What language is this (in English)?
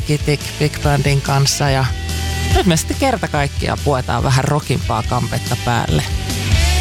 Finnish